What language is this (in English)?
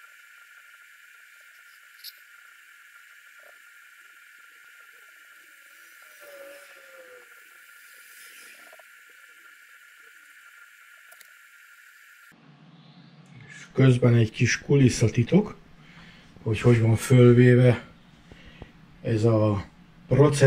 Hungarian